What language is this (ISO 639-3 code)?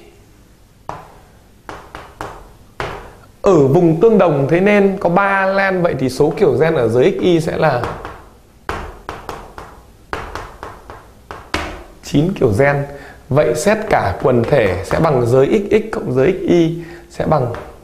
vie